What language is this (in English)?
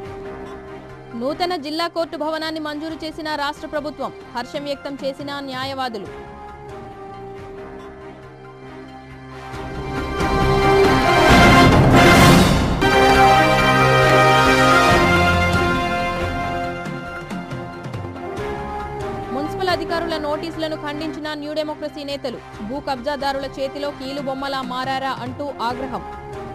Telugu